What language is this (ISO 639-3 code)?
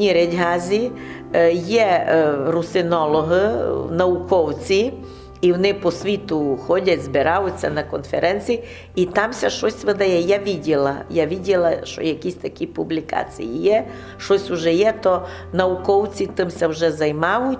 rue